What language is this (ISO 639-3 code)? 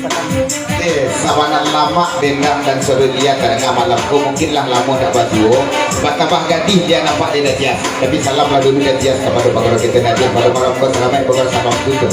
min